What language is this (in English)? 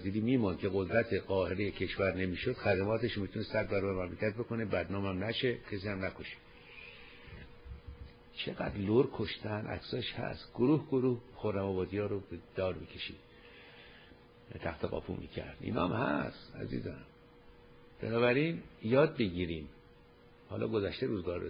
Persian